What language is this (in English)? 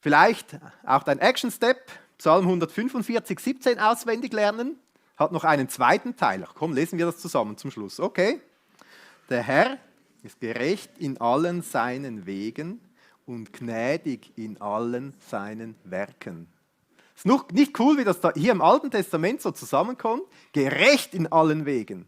Swiss German